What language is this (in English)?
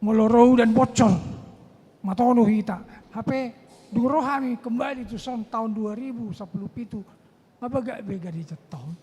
Batak Toba